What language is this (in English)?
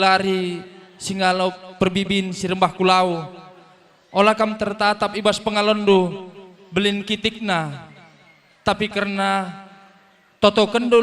Batak Karo